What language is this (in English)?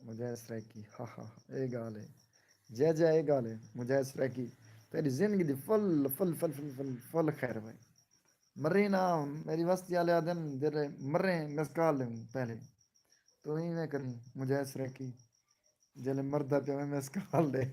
Saraiki